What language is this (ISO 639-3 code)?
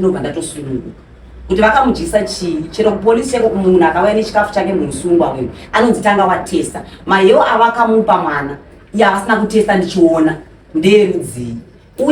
sna